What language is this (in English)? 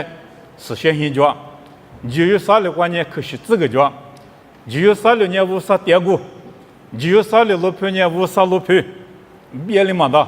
Lisu